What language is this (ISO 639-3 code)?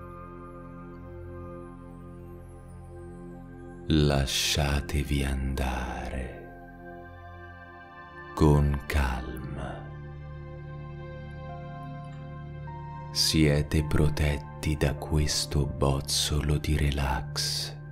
ita